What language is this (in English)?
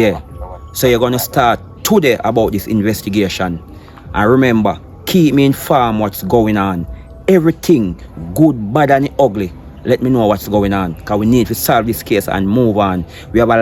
Jamaican Creole English